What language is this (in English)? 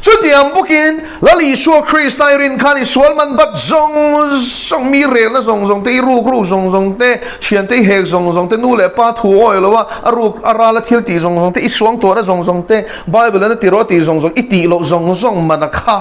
Mizo